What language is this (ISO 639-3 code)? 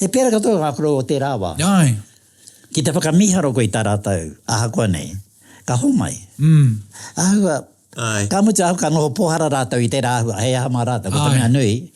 mri